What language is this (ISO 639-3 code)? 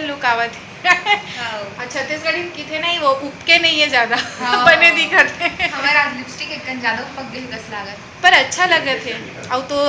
hne